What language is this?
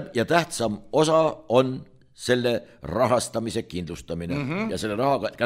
Estonian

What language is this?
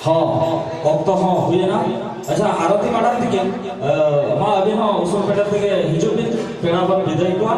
Santali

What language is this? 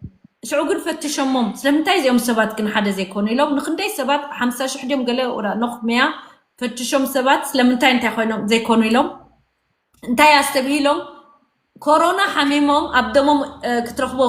Tigrinya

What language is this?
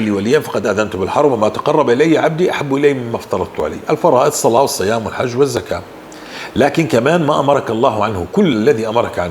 North Levantine Arabic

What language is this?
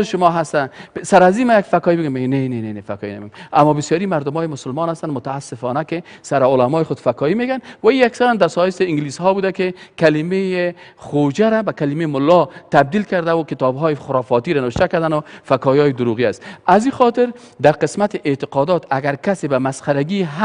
Persian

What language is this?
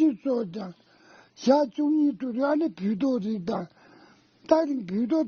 Tibetan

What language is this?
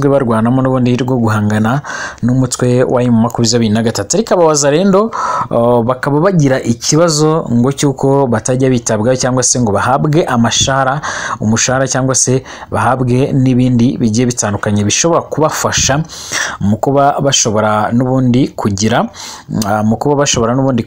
Kinyarwanda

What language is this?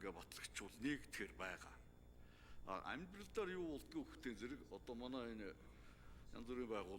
Mongolian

